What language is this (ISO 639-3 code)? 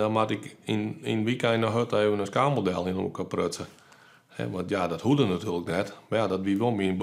fry